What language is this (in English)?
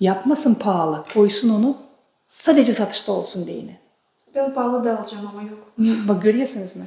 Gagauz